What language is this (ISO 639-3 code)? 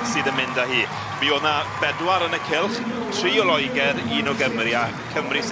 cym